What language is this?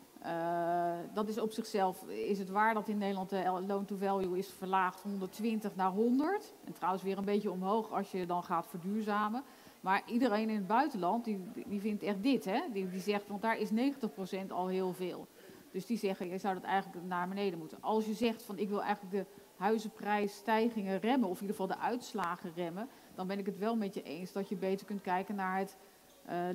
Dutch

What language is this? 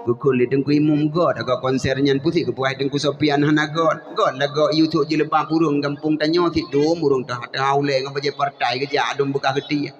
Achinese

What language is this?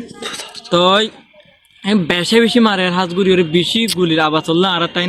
Rohingya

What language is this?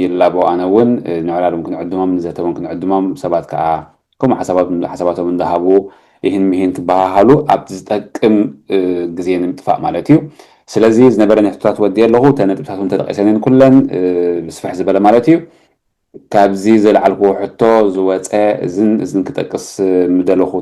Tigrinya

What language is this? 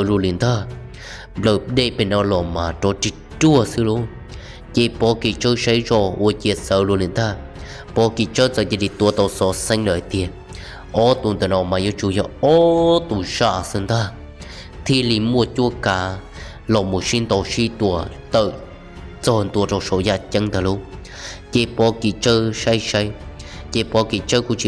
Hmong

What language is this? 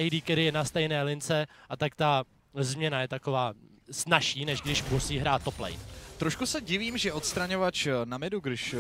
Czech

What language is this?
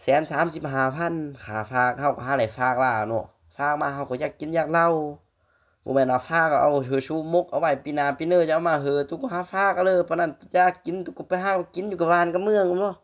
Lao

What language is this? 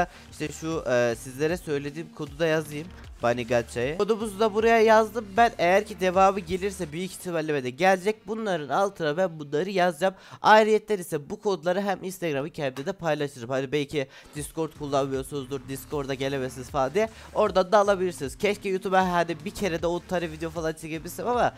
Turkish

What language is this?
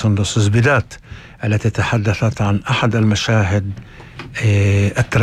North Levantine Arabic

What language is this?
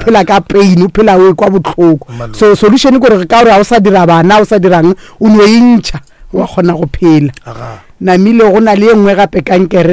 Northern Sotho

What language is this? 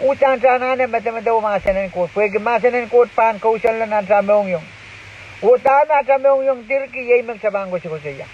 Pohnpeian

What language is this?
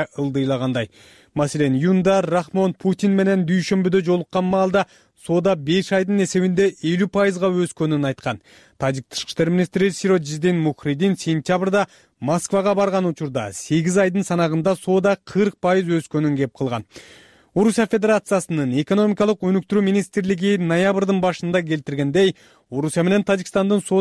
Kyrgyz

